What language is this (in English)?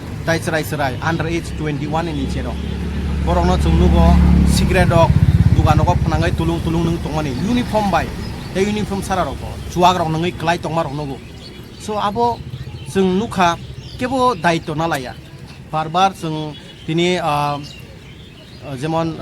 Kok Borok